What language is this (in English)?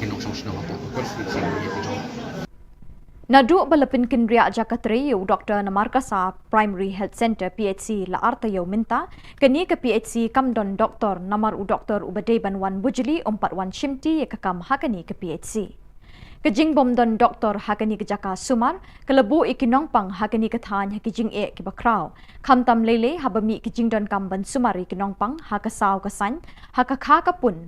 Khasi